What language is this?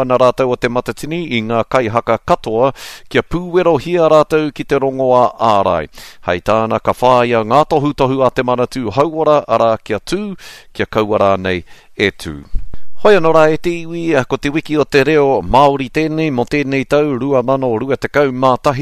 Māori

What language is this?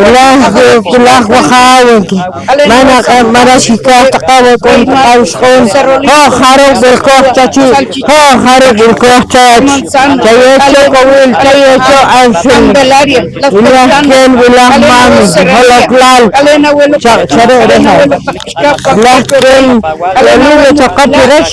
Poqomchi'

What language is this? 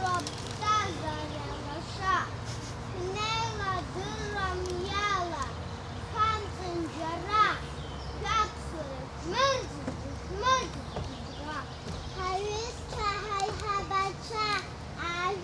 Abkhazian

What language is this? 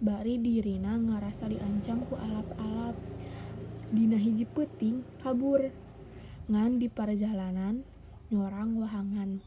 Sundanese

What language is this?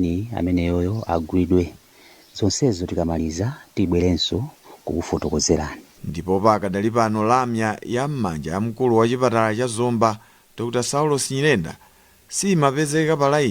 Nyanja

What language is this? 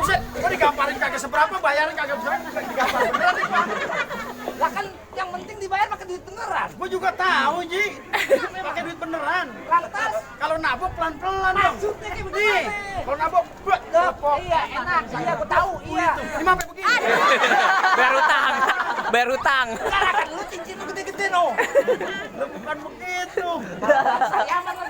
Betawi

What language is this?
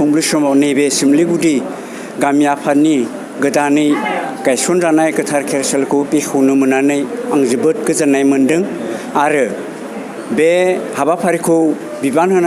Bodo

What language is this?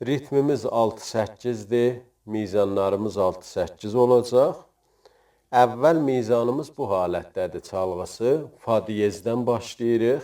South Azerbaijani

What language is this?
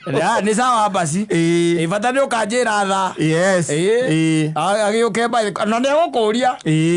Kikuyu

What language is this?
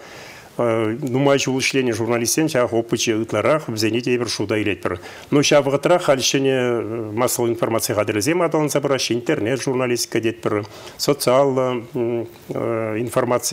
Chuvash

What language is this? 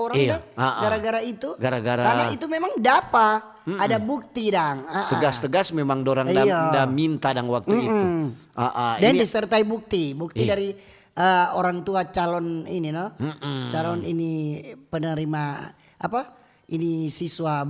Manado Malay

